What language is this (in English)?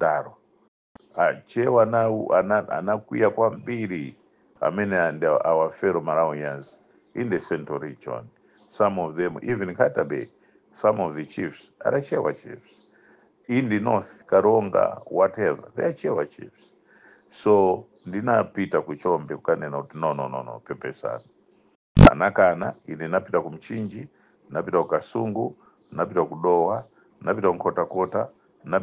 Nyanja